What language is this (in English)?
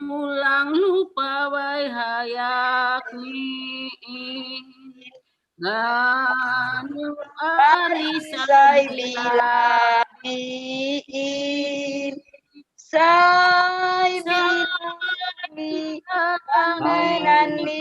Batak Simalungun